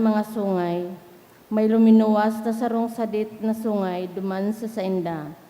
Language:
Bikol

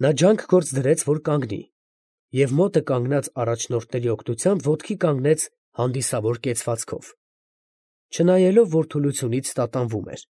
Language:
Armenian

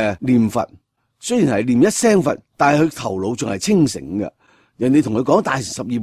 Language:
Cantonese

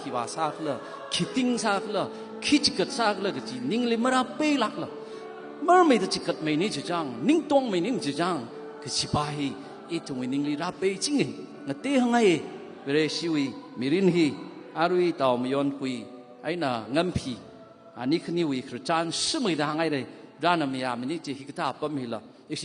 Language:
Tangkhul Naga (India)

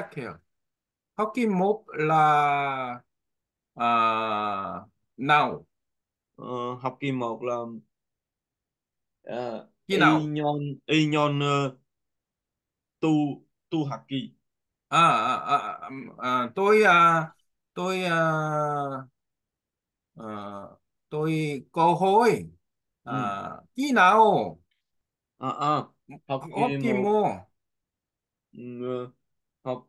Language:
Vietnamese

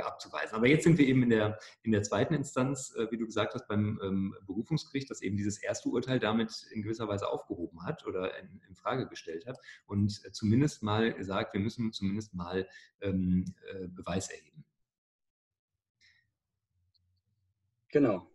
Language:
German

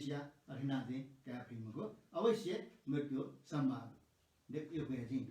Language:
Newari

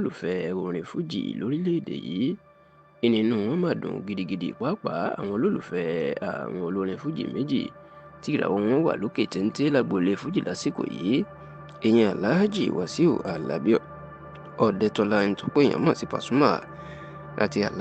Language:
Yoruba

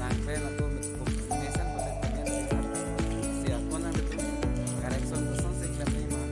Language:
Karbi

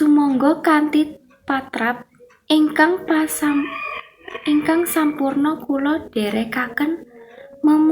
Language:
Javanese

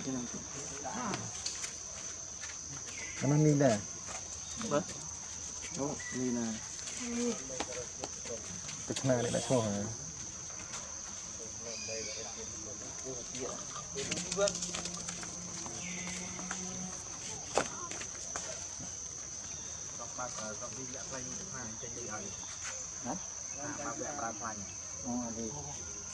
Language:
Vietnamese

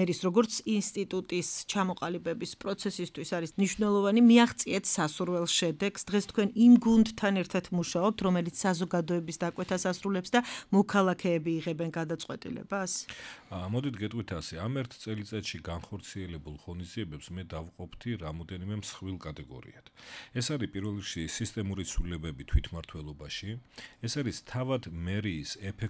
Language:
Georgian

